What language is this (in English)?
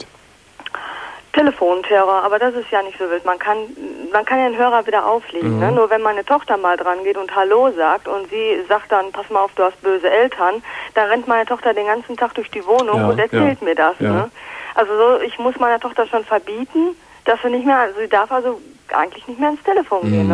German